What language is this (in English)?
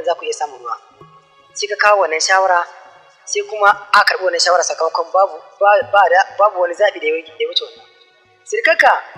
Hausa